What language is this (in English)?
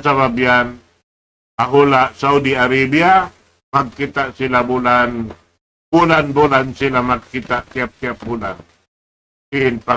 Tausug